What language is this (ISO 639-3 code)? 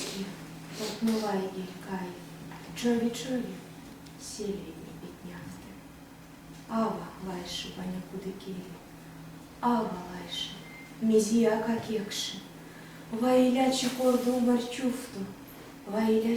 myv